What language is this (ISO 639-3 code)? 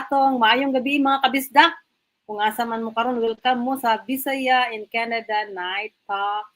ceb